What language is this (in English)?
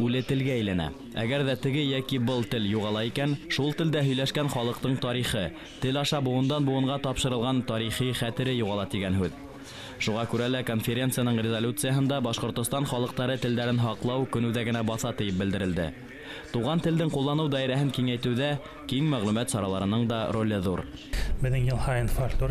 Bashkir